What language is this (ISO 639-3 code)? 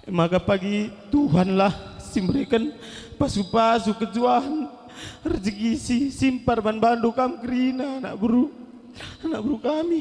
btx